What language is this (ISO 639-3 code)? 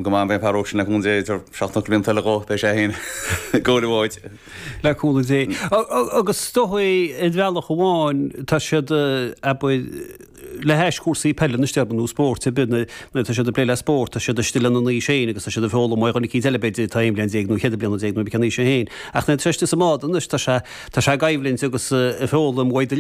gle